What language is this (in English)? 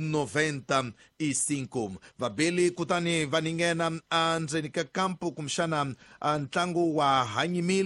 Tsonga